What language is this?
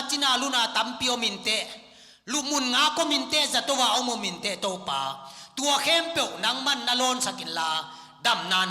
Tedim Chin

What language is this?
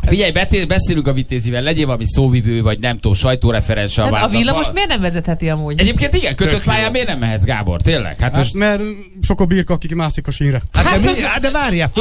Hungarian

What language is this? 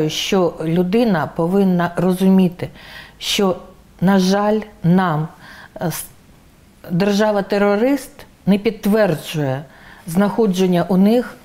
Ukrainian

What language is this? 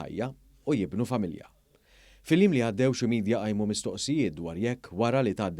Maltese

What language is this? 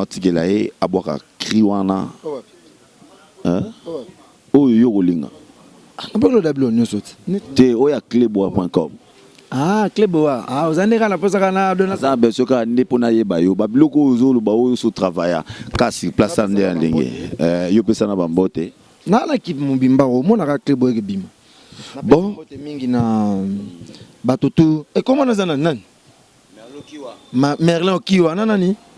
Lingala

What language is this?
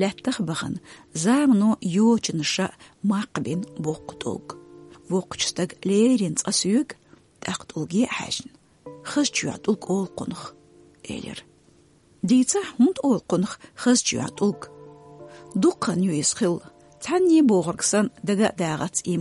Chechen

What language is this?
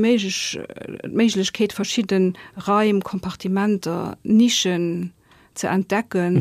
Luxembourgish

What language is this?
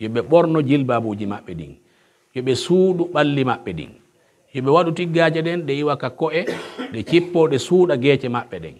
Pular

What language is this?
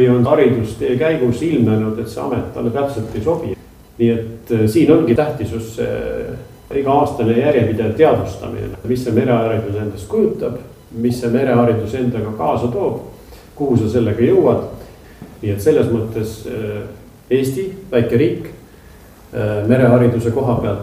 Estonian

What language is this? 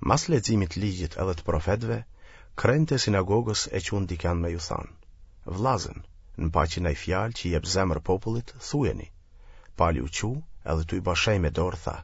Albanian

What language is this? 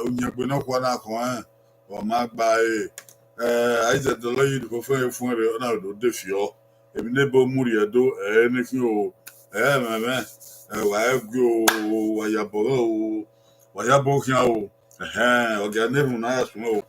Bini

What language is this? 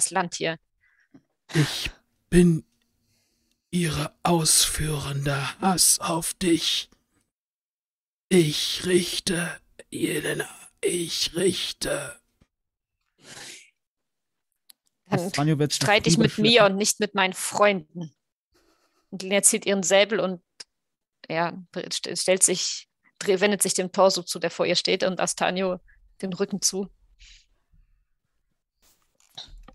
German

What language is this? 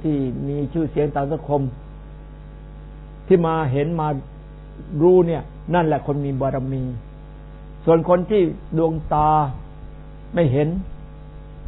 Thai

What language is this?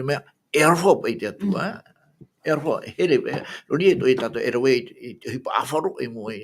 Tahitian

